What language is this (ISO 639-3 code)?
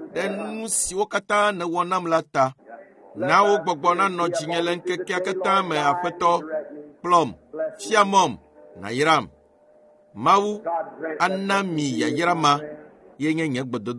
ewe